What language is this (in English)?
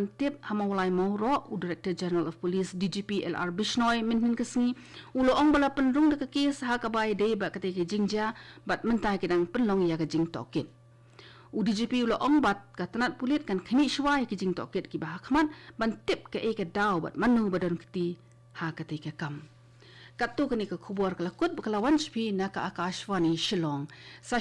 Khasi